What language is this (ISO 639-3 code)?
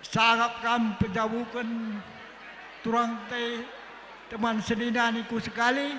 btx